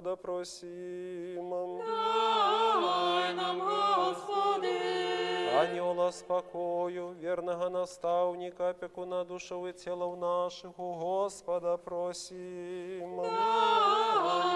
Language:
Belarusian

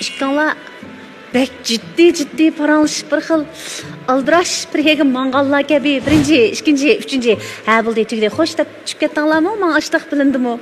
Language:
Uyghur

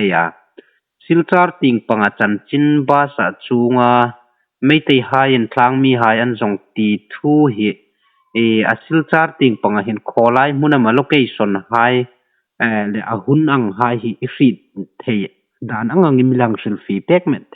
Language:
Hmar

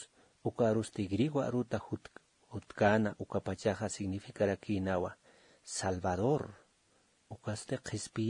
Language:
Aymara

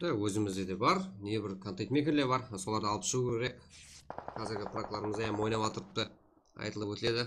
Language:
Kara-Kalpak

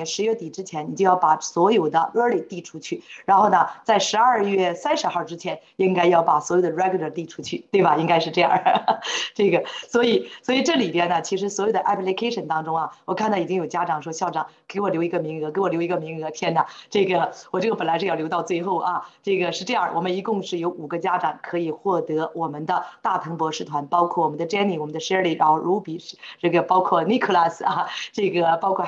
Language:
Chinese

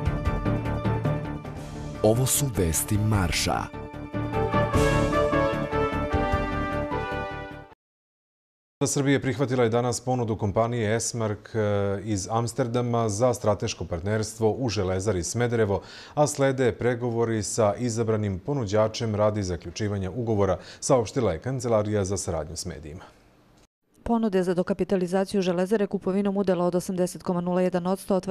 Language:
Serbian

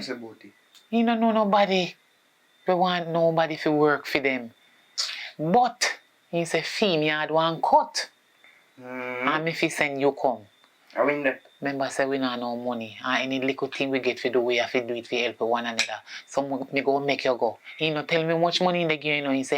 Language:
Jamaican Creole English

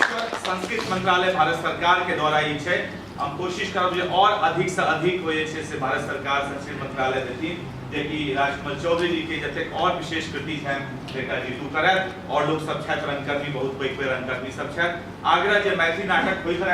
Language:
Maithili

